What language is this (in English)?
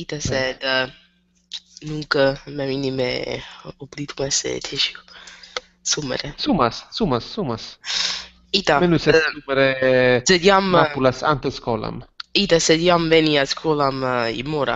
Latin